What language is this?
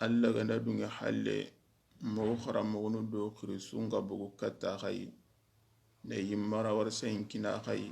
Soninke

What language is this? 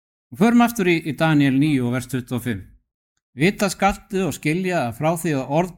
Icelandic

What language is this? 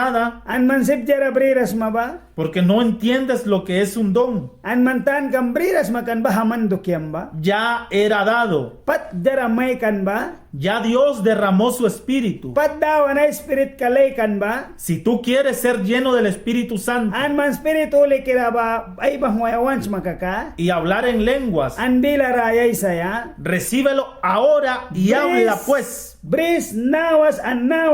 Mískito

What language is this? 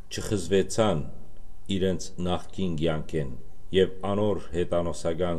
Western Armenian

